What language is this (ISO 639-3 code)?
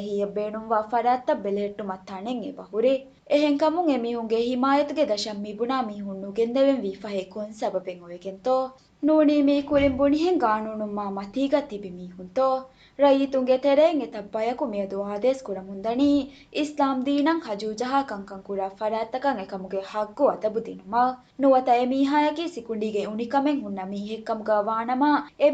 div